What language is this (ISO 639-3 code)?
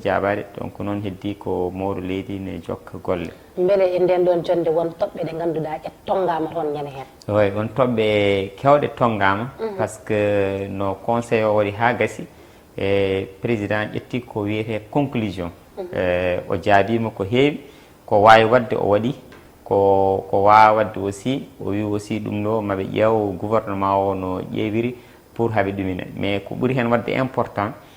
ful